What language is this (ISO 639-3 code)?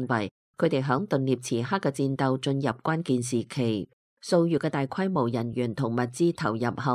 yue